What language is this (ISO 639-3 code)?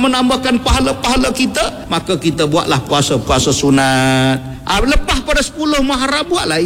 msa